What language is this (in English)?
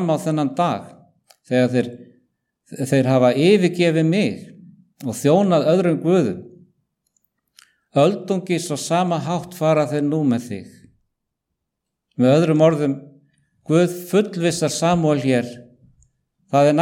Icelandic